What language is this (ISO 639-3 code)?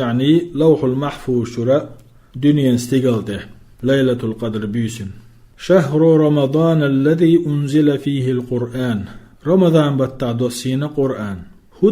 che